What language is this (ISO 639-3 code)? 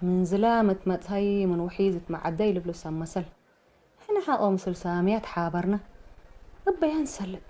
tig